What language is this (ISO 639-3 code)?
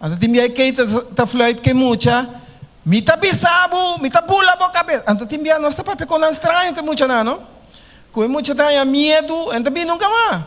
pap